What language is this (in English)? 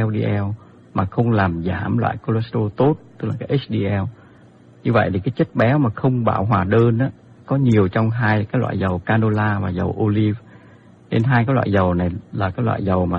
Vietnamese